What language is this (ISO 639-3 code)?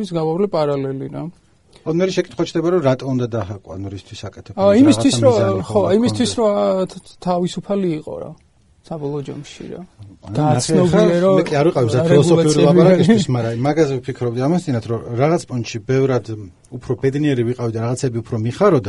kat